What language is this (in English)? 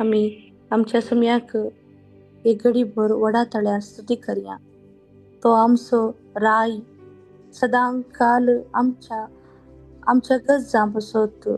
Konkani